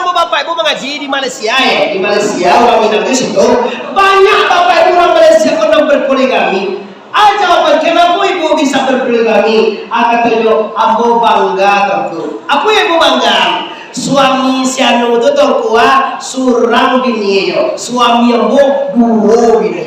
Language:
Minangkabau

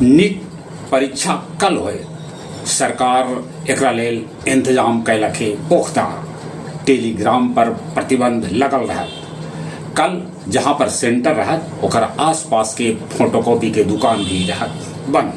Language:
Magahi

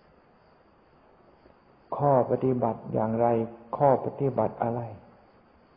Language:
Thai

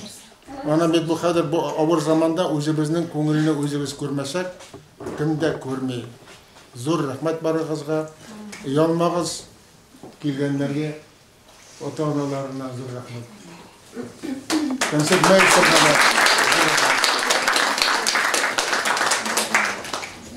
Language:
Tatar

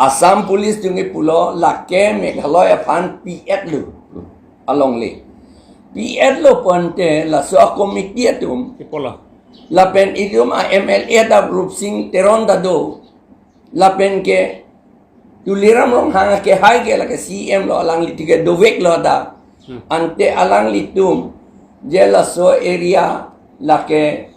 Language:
Karbi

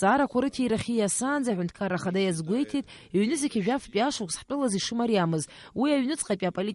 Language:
Abkhazian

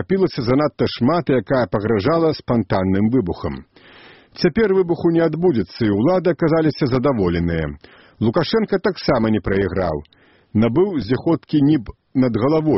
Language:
Belarusian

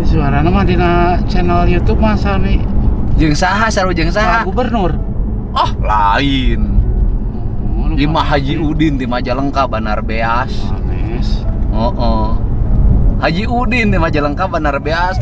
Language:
Sundanese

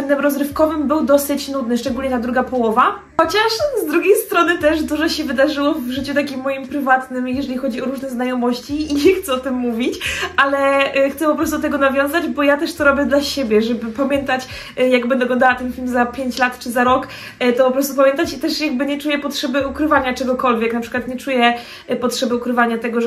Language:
Polish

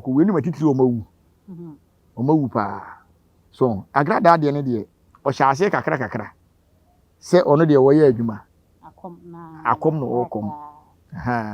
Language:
Akan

